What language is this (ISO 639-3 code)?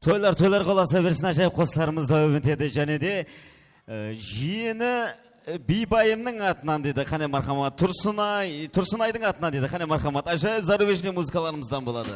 kaa